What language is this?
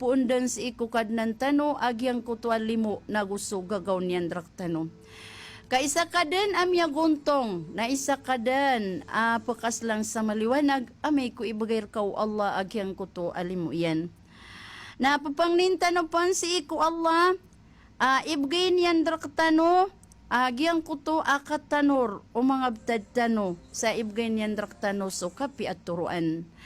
Maranao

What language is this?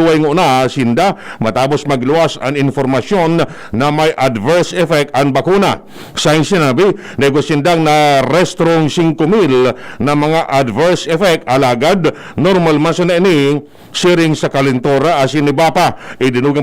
Bikol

